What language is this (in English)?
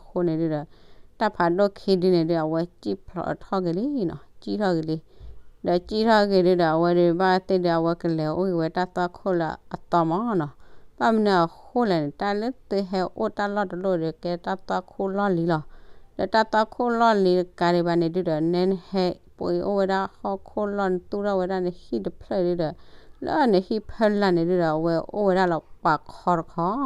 S'gaw Karen